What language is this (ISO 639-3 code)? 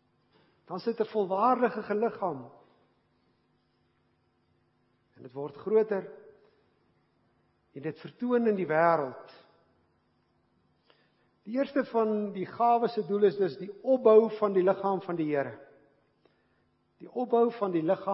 afr